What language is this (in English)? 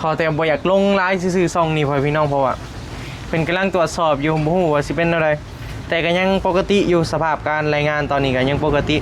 Northeastern Thai